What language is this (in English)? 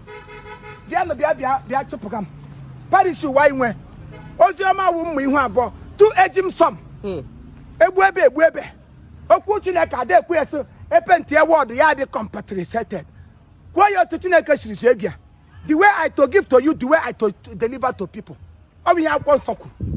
Igbo